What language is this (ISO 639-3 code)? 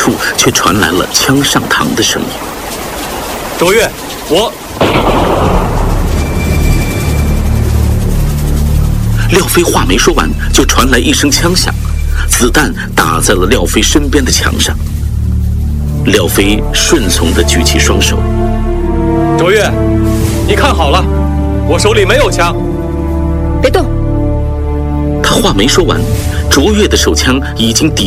zho